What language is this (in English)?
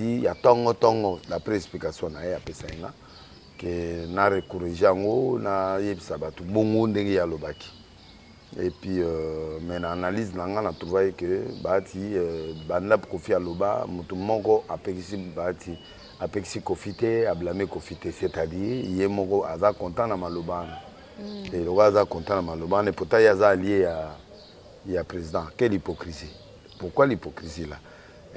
Lingala